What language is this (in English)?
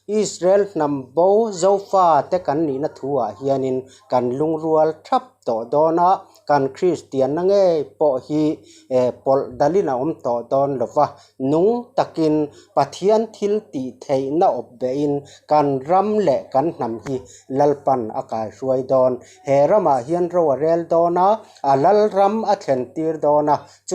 Mizo